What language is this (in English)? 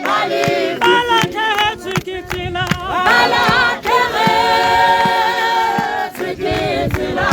Tswana